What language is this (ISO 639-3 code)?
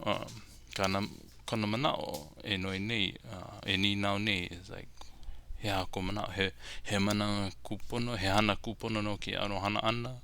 haw